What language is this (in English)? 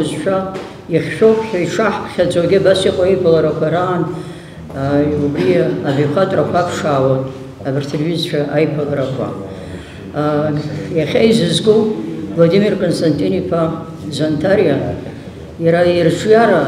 Abkhazian